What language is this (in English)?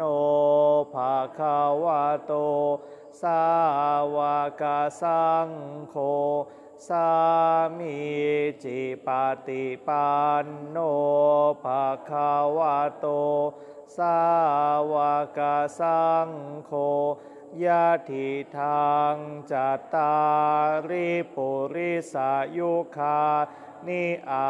Pali